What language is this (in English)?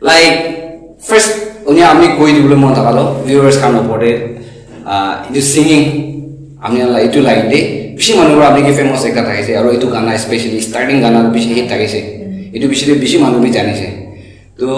Naga Pidgin